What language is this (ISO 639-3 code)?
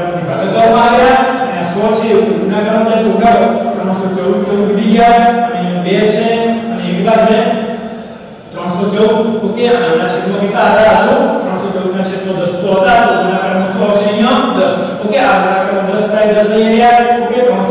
guj